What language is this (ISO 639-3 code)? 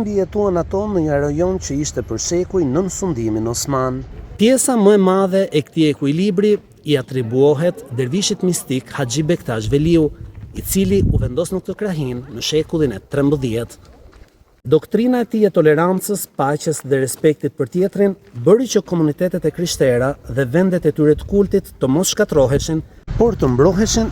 sqi